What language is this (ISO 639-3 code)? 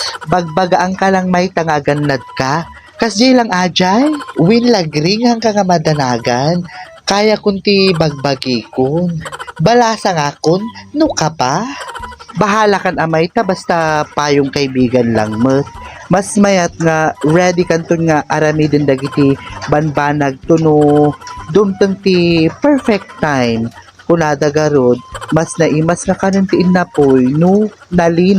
ilo